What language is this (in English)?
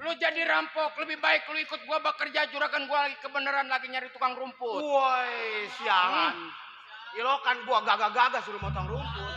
Betawi